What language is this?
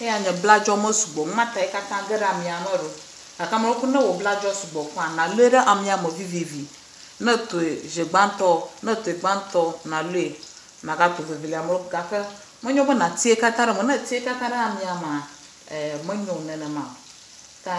Ewe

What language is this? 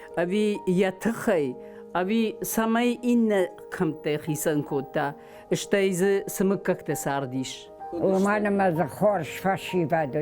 Ossetic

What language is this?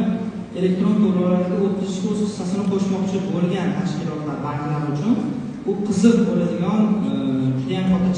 Uzbek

